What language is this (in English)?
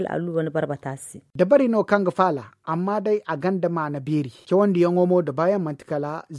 Zarma